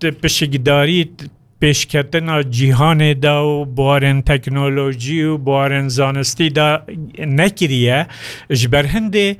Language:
Kurdish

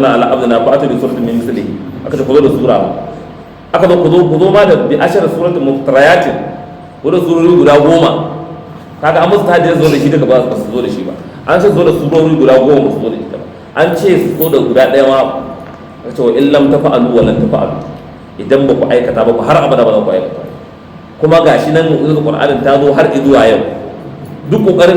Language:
Hausa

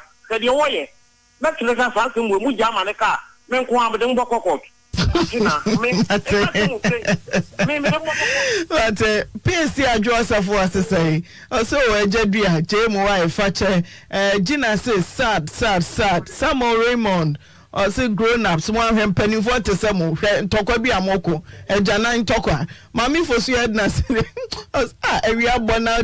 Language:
Akan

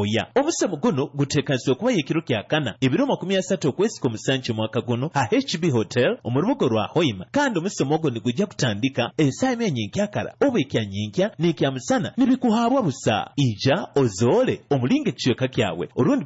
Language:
Nyoro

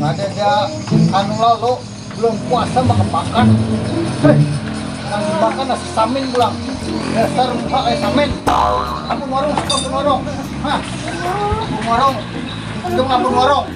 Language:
Banjar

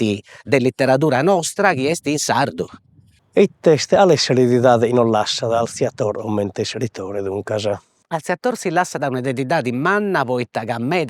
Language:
Sardinian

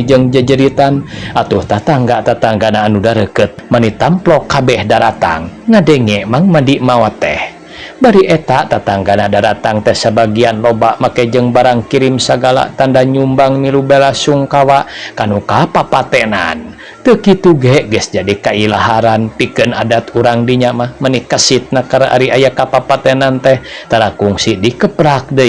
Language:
Sundanese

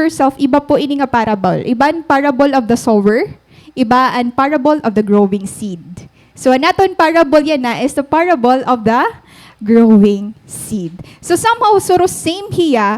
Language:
Waray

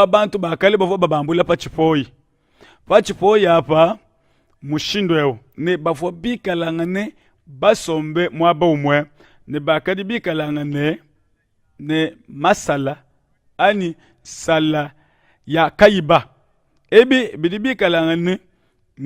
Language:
Luba-Lulua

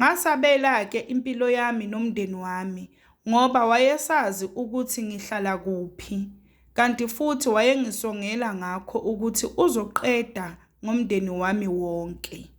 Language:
Zulu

